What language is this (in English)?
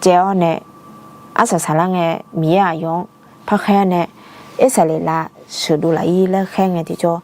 Akha